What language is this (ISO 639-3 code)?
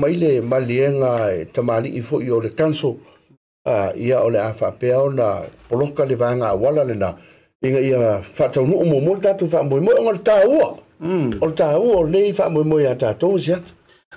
smo